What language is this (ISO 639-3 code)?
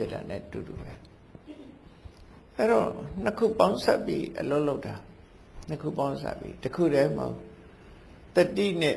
mya